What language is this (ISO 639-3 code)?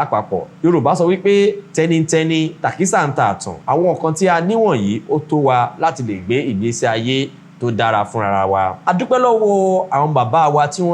yor